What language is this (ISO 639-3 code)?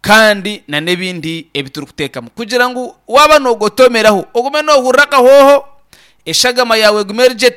nyn